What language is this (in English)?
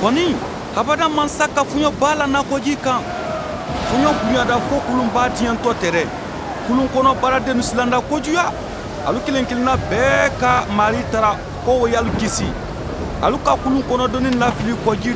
Bambara